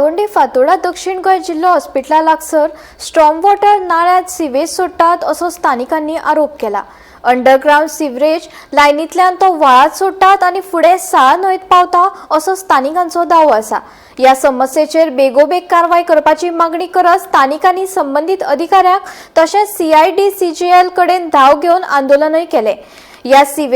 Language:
Konkani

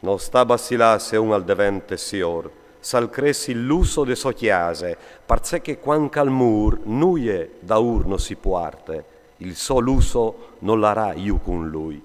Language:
Friulian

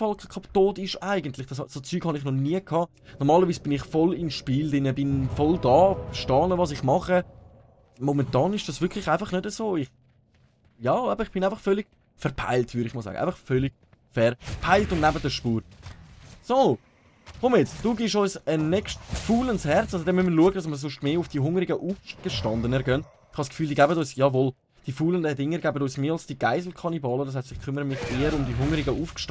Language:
Swiss German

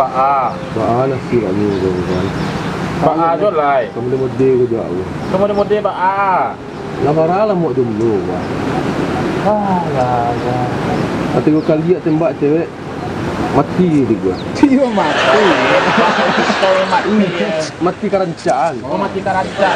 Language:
Minangkabau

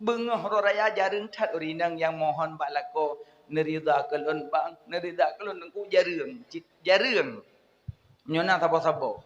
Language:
Achinese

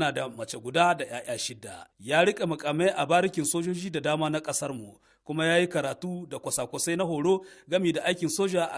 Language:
Hausa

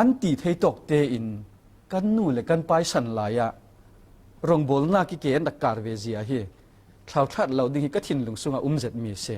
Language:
Falam Chin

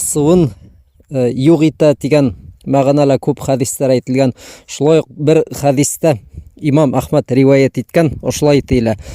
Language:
Bashkir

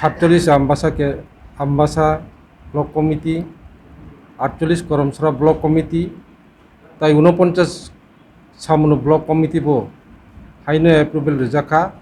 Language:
Kok Borok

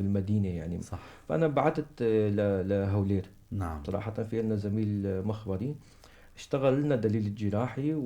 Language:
North Levantine Arabic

